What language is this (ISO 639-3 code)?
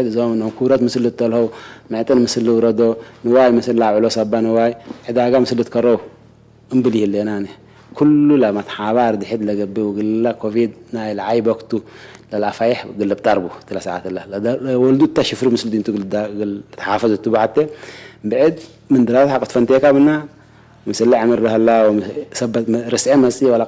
tig